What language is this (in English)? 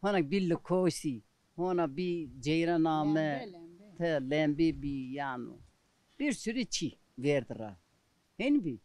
Zaza